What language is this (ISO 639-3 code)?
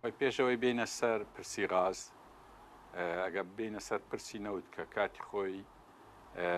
ckb